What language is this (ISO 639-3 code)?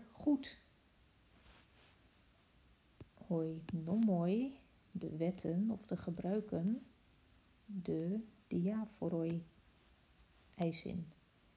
nld